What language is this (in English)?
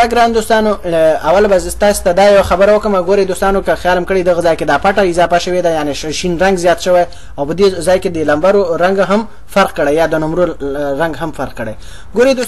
Pashto